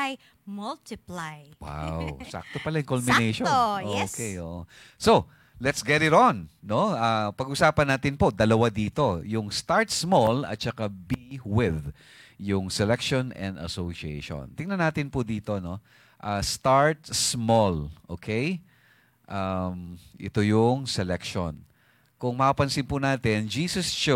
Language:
Filipino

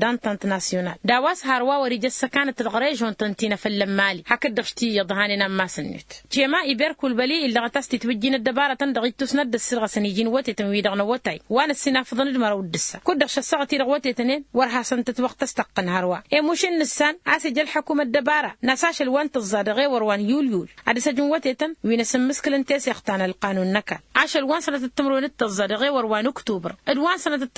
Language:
Tamasheq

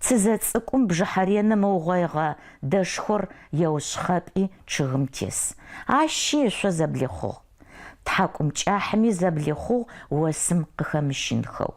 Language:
Adyghe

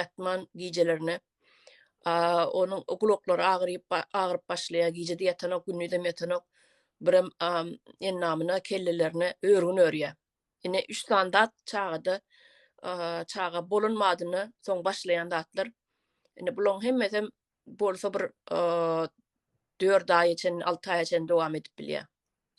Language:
Turkmen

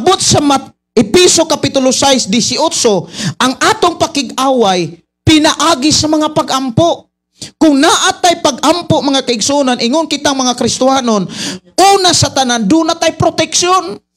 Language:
Cebuano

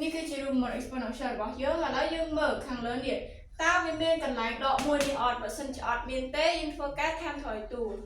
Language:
Khmer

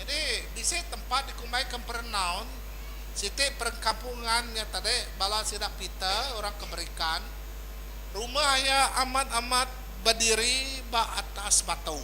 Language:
Iban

